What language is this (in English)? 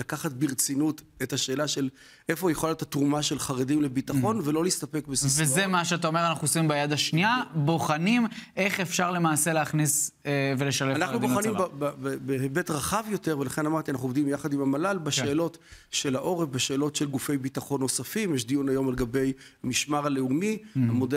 Hebrew